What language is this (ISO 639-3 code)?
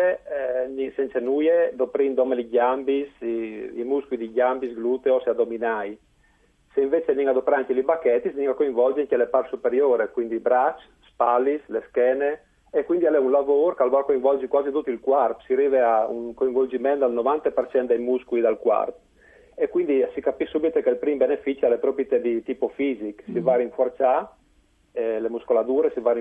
fur